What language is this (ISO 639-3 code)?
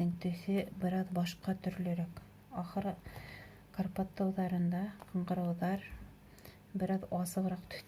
bak